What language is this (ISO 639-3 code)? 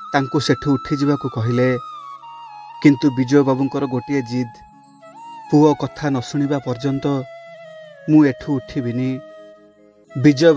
ori